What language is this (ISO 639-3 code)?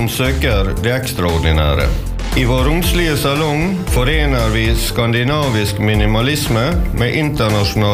nor